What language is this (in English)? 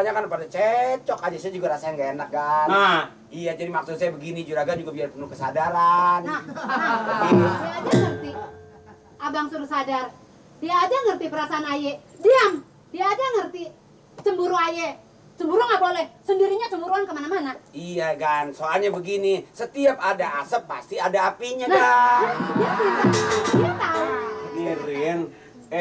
Betawi